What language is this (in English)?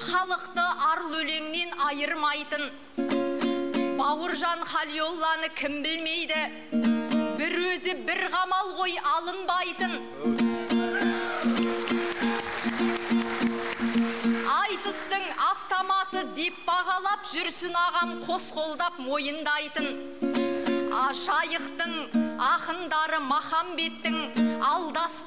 Kazakh